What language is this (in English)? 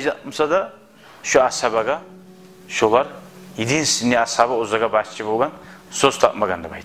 Kumyk